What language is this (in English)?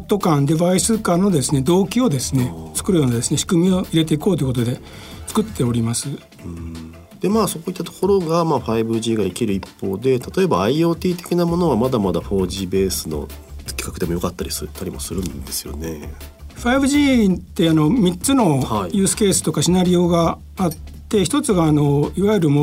Japanese